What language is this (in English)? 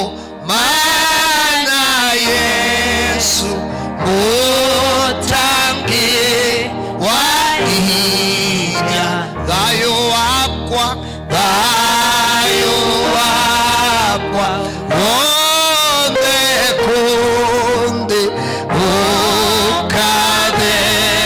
Kamba